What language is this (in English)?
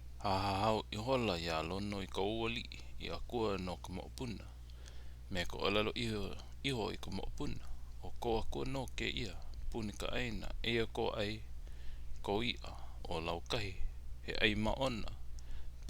Hawaiian